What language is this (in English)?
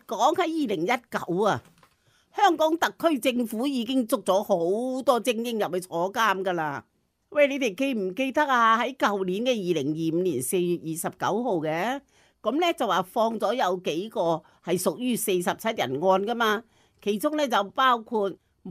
Cantonese